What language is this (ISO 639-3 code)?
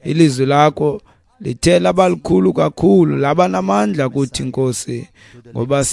xho